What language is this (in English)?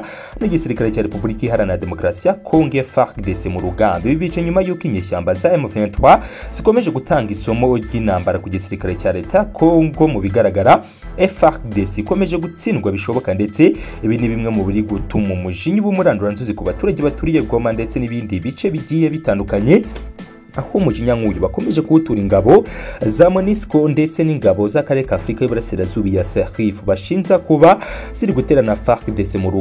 Kinyarwanda